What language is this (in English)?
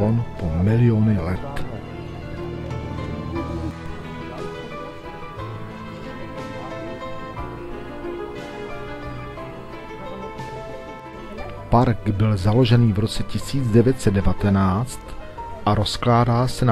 Czech